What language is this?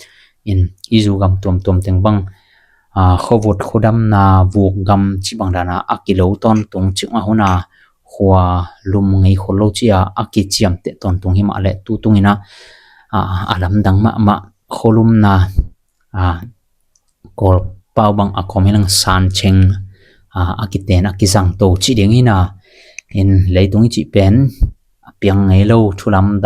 Tedim Chin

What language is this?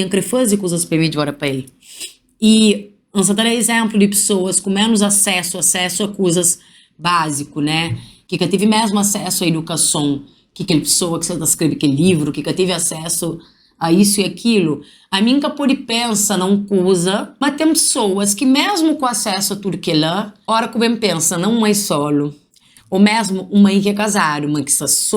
Kabuverdianu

